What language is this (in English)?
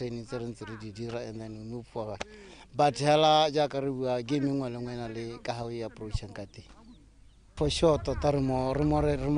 Tswana